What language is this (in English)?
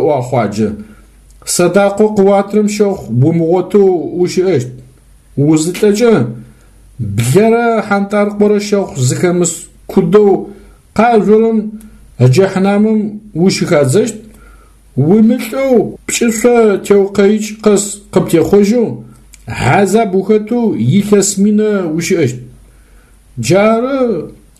Adyghe